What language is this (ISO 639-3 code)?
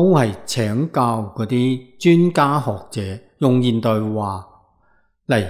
yue